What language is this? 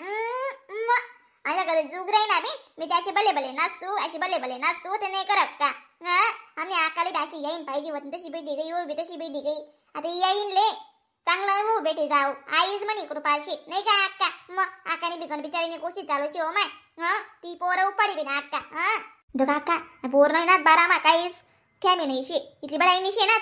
Khandesi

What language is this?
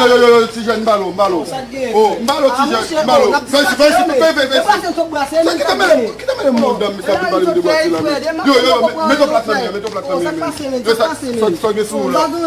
Haitian Creole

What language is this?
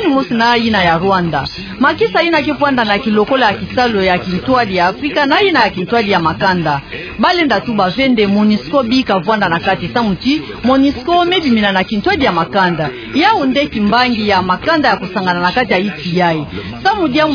Kituba (Democratic Republic of Congo)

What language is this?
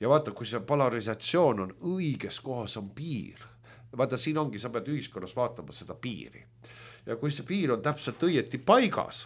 Estonian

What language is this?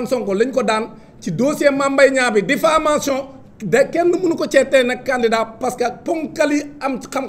Wolof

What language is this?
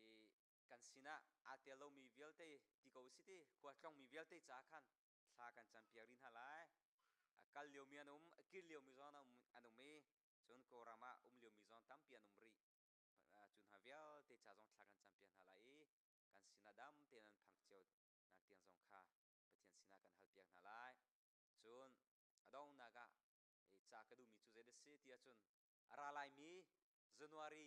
Hakha Chin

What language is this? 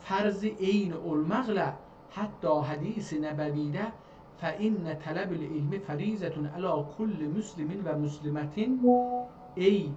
South Azerbaijani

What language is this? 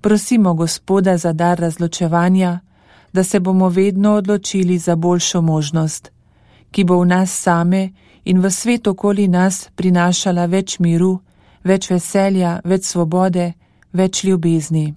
Slovenian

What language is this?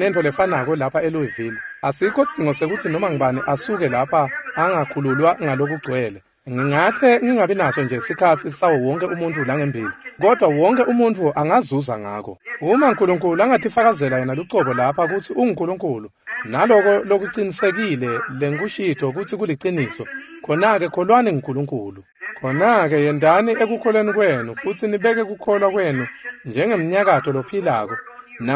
Swati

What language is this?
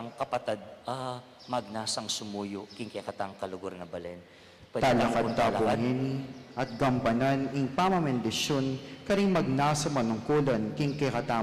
Pampanga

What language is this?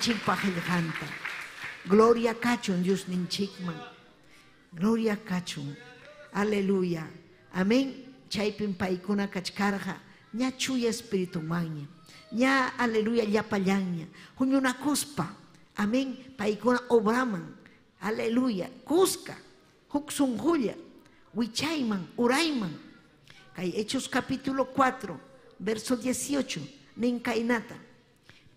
Ayacucho Quechua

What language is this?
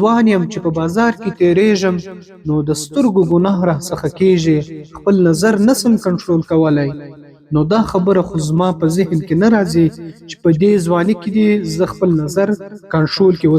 Pashto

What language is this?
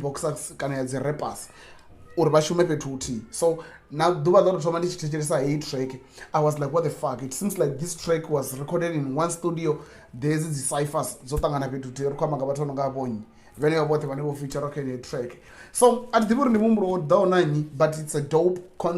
Venda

